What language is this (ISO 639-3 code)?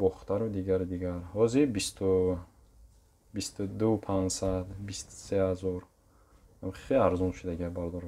tgk